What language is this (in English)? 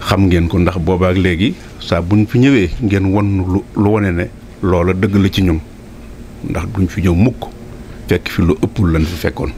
Wolof